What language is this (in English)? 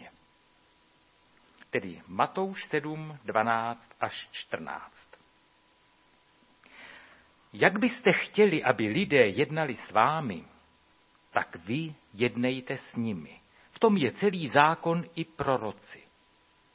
Czech